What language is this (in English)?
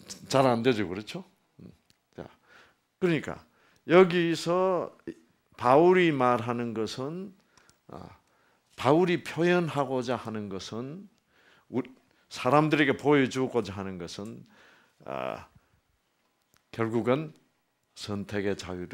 Korean